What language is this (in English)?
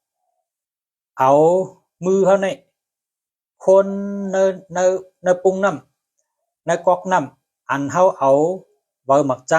Shan